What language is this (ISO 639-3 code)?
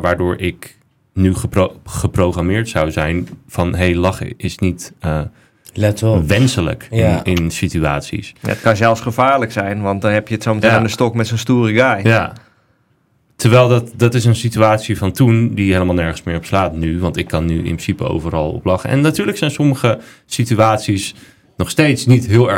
nld